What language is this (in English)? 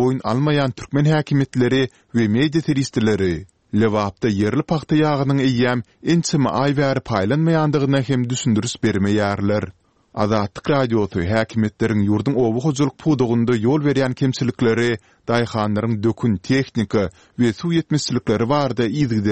Turkmen